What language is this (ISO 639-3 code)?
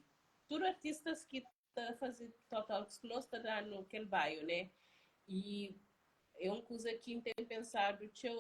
kea